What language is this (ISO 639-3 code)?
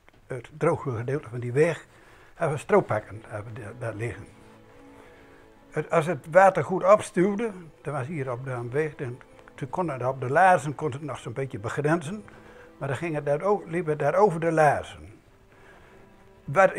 nld